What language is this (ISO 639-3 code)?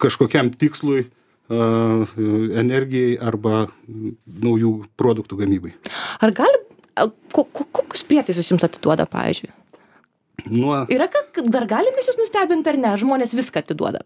lit